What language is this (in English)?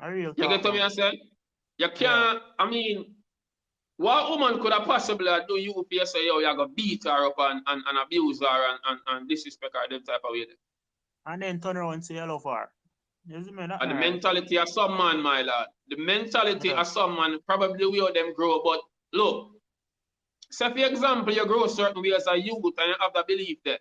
Jamaican Creole English